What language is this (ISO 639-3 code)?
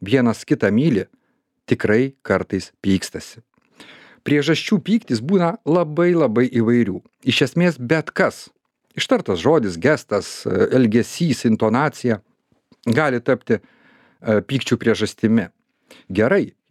lit